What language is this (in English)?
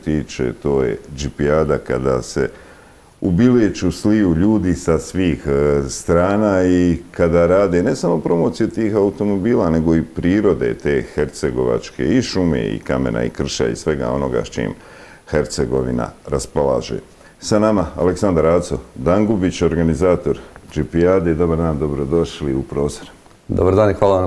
Bosnian